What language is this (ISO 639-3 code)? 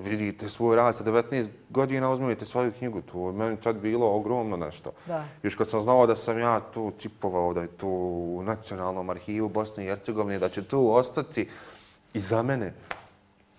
bos